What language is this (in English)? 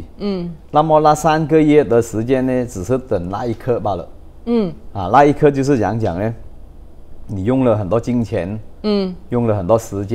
Chinese